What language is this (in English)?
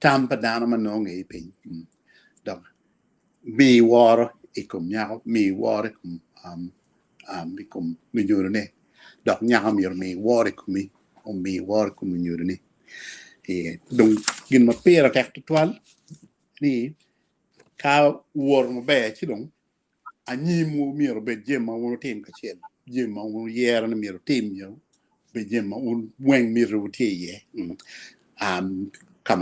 Acoli